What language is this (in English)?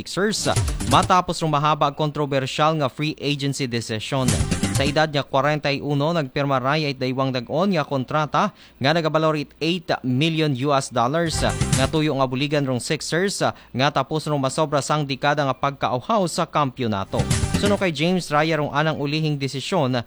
Aklanon